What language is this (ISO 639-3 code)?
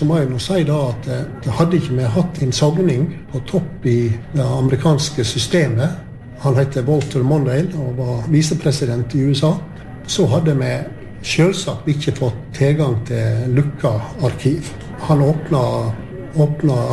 nor